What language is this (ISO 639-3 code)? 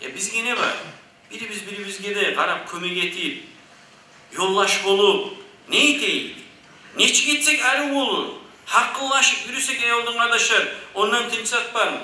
kum